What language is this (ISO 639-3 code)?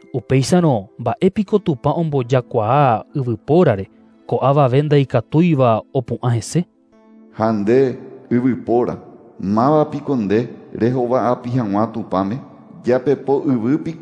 grn